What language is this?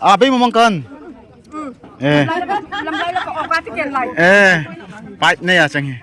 Darlong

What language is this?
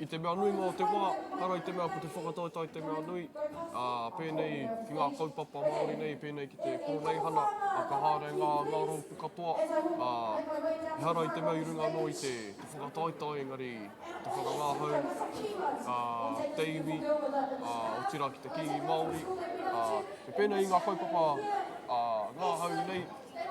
Māori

